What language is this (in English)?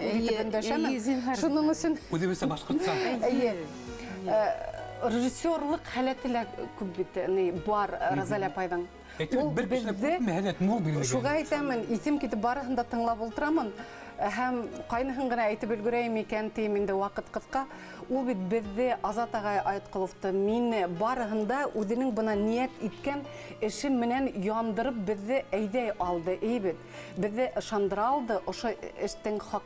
Bashkir